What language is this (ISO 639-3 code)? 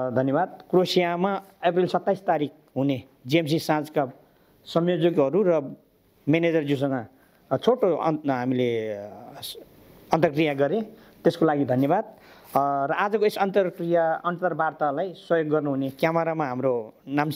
nep